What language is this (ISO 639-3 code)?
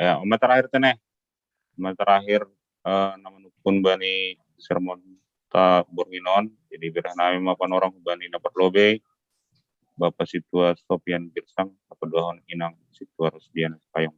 bts